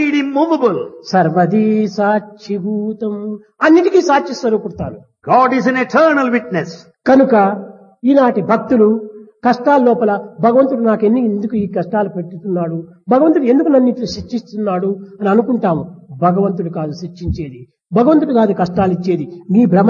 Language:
Telugu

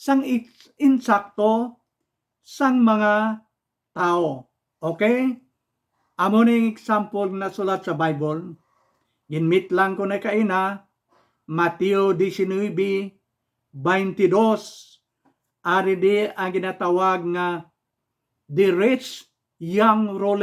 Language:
Hiligaynon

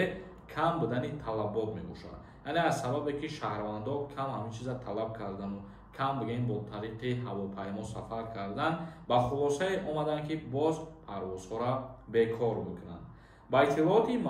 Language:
Tajik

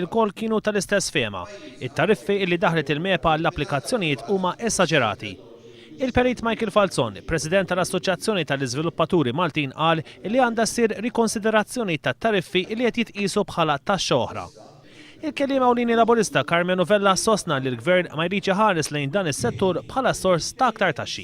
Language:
Maltese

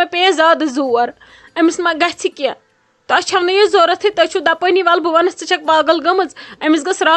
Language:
Kashmiri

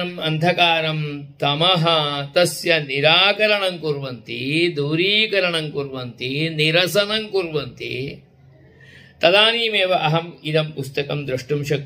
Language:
Sanskrit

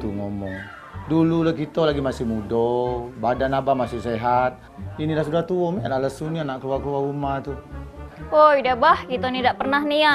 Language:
Musi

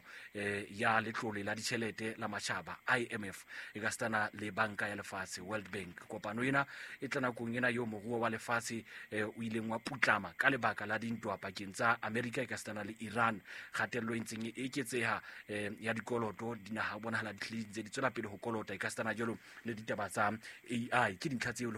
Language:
Southern Sotho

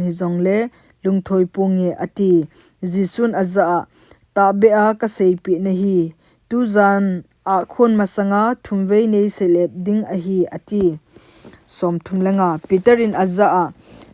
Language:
Thado Chin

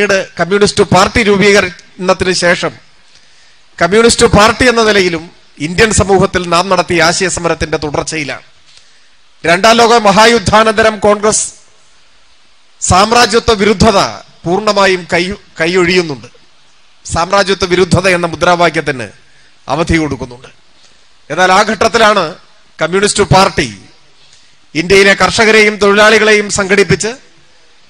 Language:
Malayalam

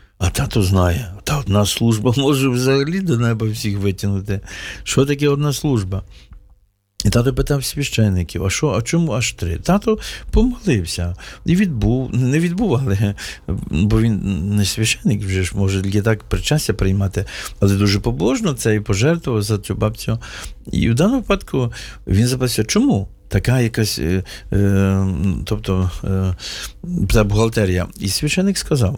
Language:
Ukrainian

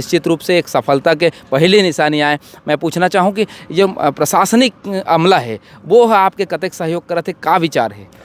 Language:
Chhattisgarhi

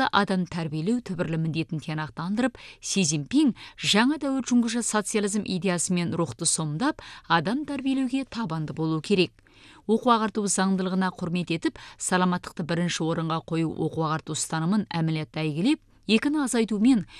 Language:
Kazakh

